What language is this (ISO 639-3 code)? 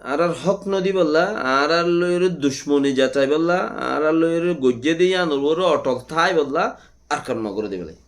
rhg